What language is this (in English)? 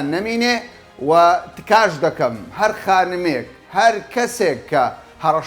Central Kurdish